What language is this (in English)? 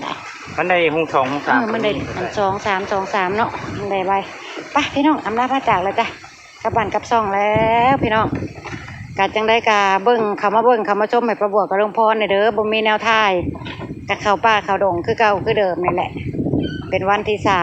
Northeastern Thai